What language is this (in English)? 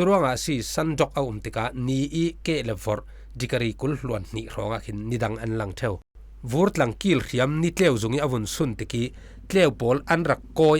Falam Chin